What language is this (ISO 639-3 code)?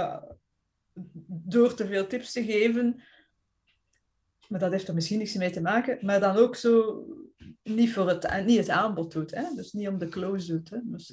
nld